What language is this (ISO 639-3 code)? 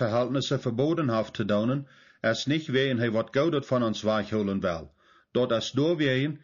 pdt